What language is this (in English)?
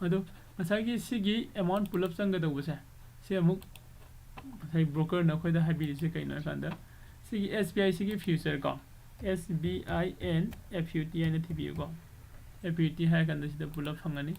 Manipuri